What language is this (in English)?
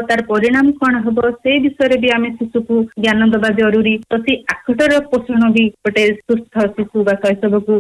Odia